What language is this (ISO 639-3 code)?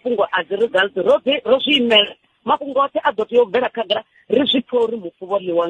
ven